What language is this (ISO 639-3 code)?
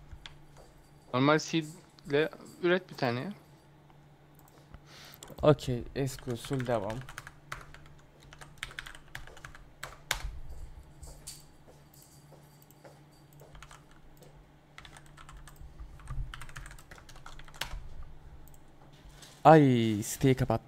tur